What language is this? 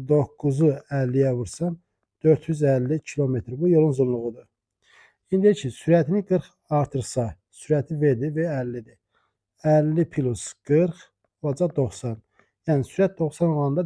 Azerbaijani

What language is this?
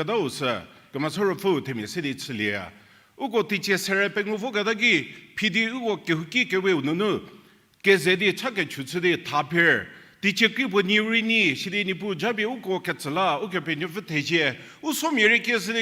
Angami Naga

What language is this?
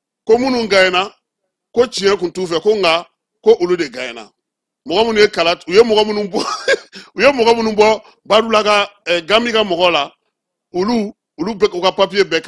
Bambara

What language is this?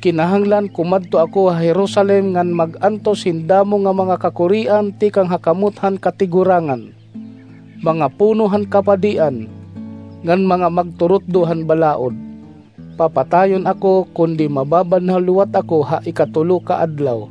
Waray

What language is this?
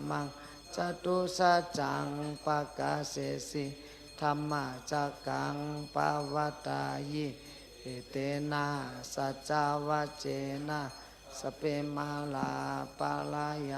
Shan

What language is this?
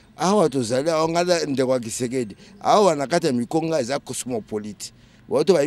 Lingala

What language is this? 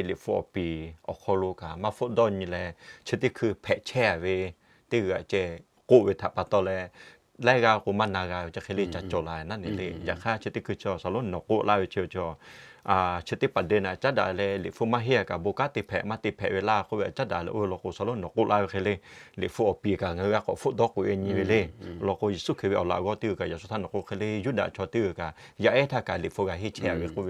Lahu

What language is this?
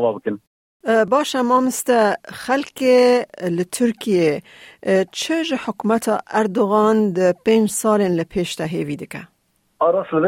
Kurdish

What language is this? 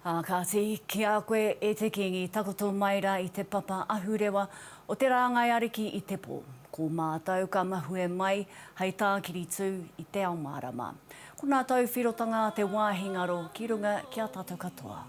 Māori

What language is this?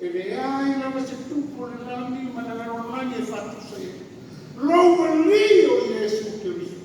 Samoan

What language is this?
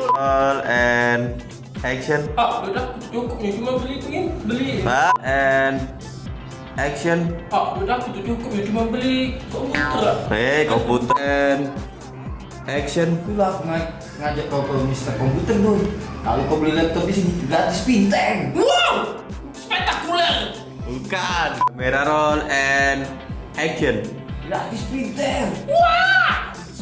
Musi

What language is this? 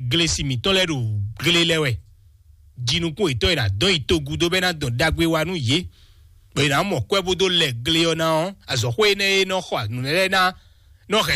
Fon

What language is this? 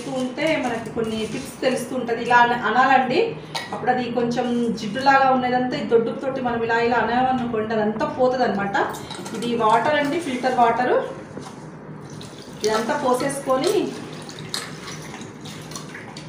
Telugu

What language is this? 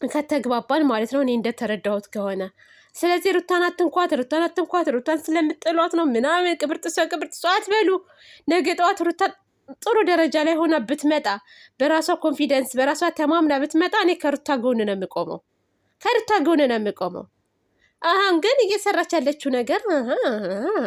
Amharic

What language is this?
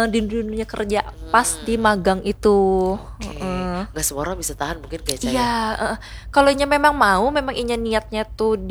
Banjar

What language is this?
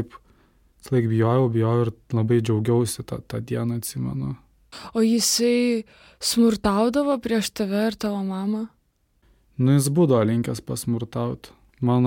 Lithuanian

